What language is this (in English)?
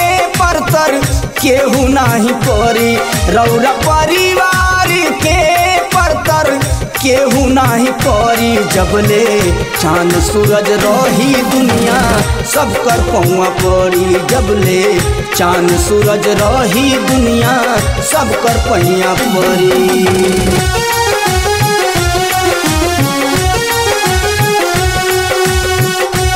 Bhojpuri